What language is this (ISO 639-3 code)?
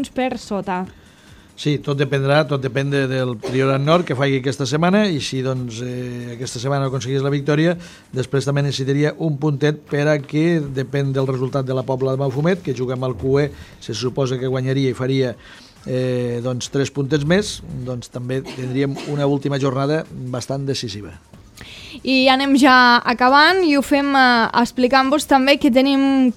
cat